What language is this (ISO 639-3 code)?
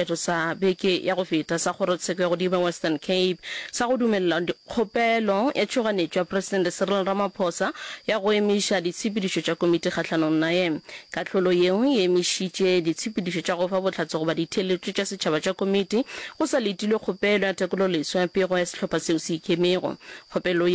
nso